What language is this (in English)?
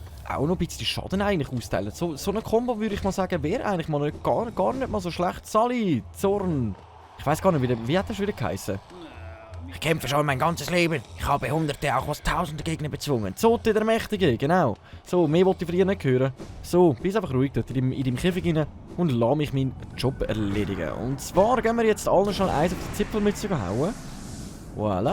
Swiss German